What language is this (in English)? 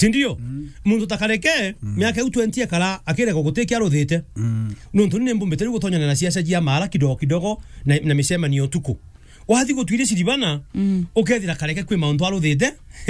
Meru